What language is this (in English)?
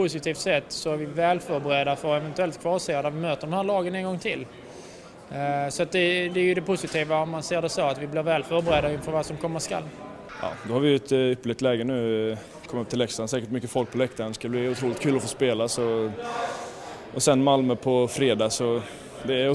Swedish